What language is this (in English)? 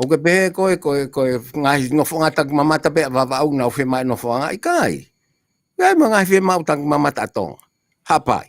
Tongan